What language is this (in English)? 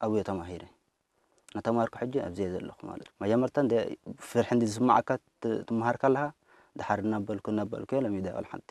Tigrinya